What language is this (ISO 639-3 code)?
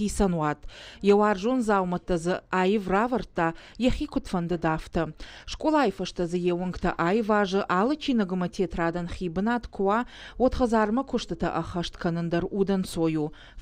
oss